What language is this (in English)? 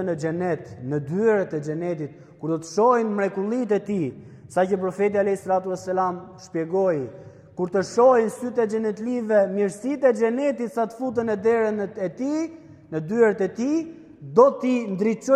Albanian